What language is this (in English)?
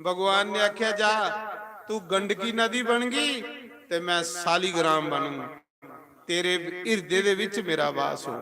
Dogri